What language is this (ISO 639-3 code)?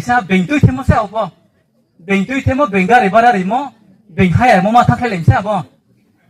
ria